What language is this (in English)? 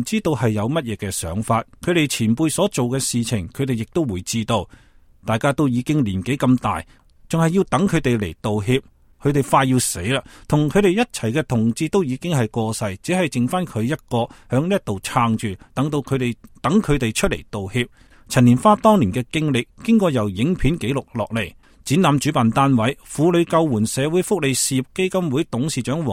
Cantonese